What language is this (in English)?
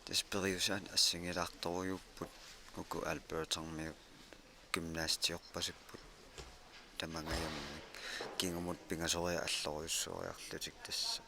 Kalaallisut